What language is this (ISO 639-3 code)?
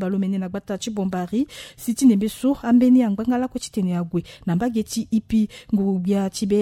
sag